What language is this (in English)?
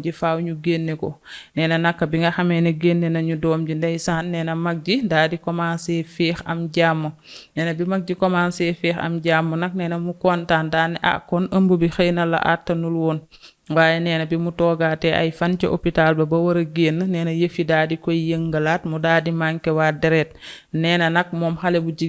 Wolof